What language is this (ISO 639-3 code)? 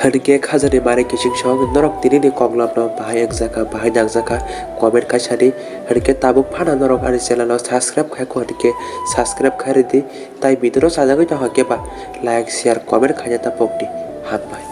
trp